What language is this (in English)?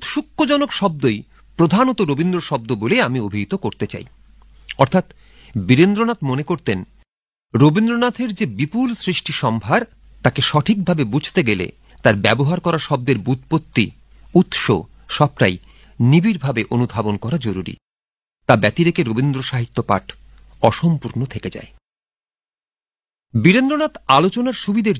Bangla